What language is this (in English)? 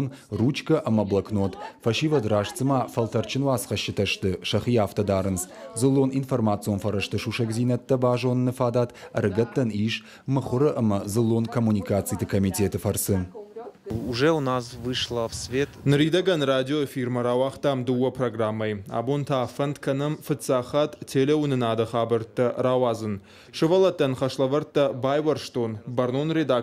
Ossetic